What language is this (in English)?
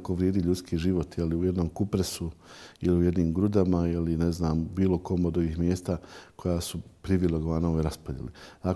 Bosnian